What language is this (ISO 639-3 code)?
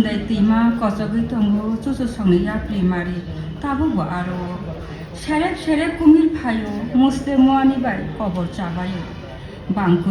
trp